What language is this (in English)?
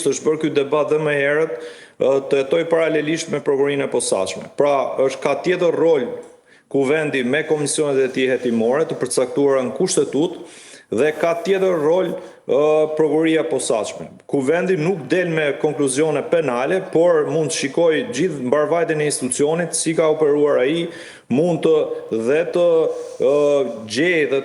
Albanian